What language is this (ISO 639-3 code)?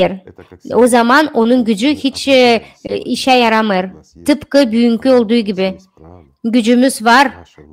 gag